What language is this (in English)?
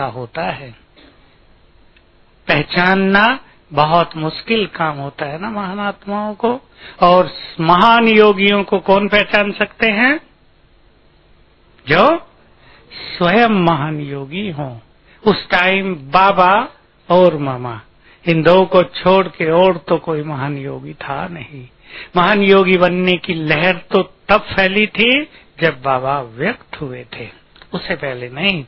Hindi